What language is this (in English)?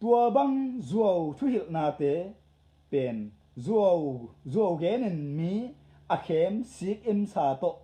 Tedim Chin